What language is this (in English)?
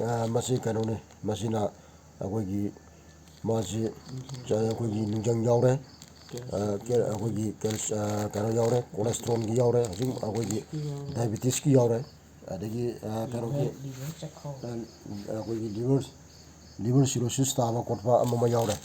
Manipuri